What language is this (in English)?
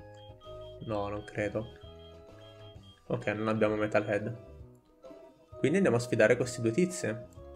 Italian